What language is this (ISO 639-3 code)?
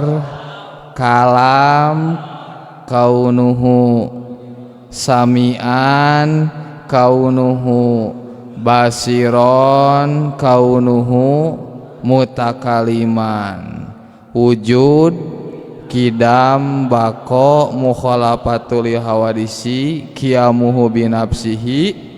sun